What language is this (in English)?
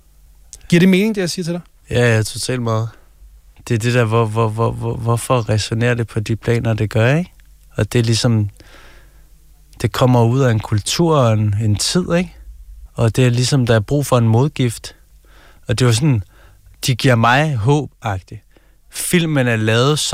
Danish